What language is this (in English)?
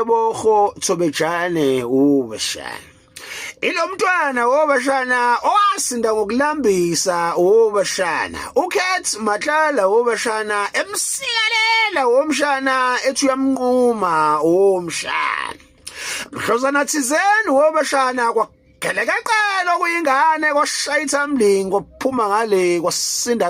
Zulu